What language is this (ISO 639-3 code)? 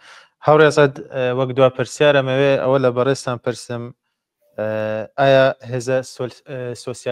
ckb